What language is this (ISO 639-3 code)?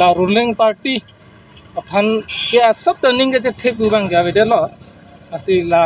mjw